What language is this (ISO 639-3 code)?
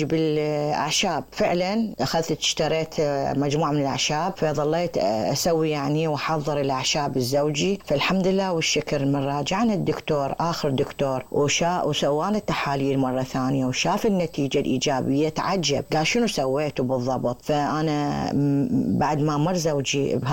acm